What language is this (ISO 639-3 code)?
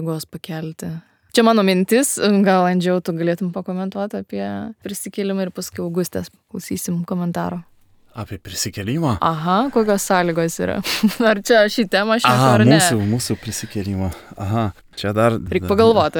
lit